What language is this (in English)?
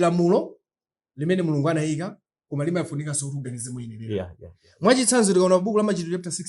Nyanja